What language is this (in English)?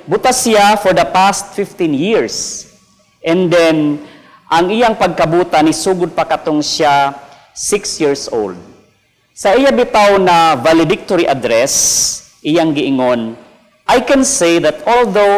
Cebuano